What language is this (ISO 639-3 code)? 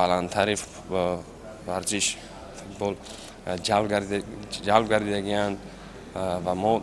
tgk